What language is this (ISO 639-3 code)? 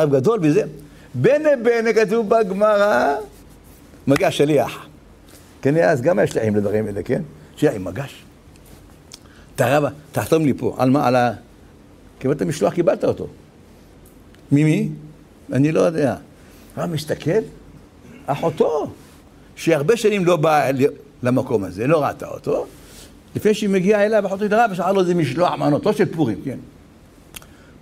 heb